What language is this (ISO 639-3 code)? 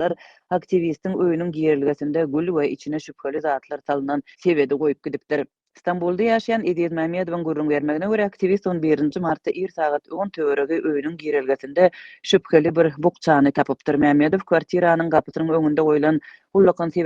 tuk